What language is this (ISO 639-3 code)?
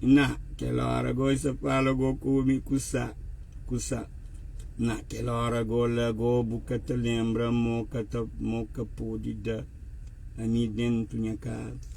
kea